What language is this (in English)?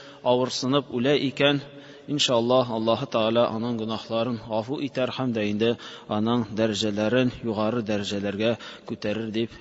Tatar